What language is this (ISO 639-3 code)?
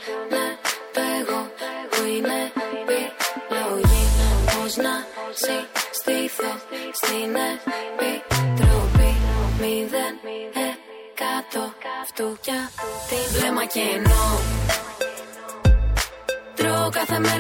ell